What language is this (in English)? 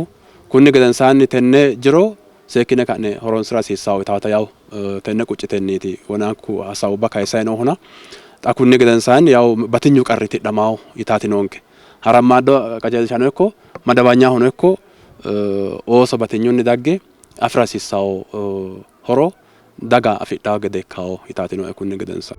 Sidamo